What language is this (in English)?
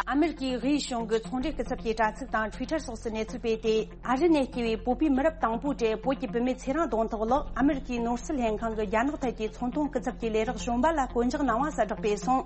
Tibetan